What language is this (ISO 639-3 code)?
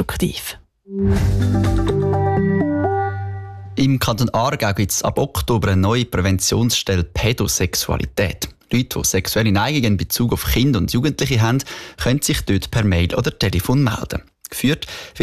deu